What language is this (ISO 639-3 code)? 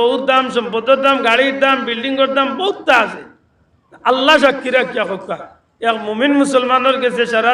syl